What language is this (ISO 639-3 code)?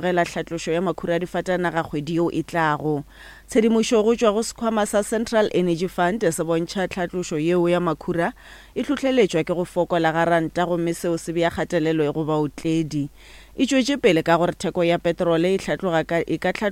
nso